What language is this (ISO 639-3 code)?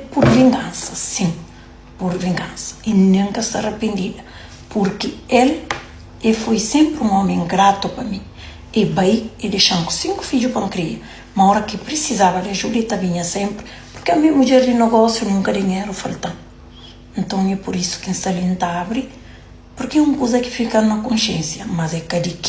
kea